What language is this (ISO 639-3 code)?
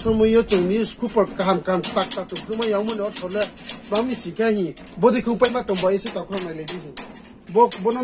ria